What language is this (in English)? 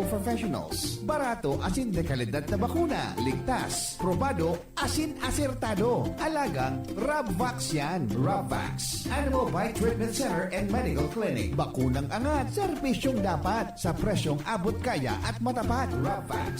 Bikol